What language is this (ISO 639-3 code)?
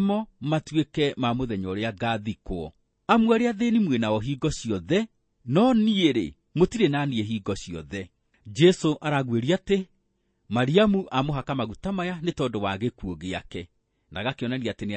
kik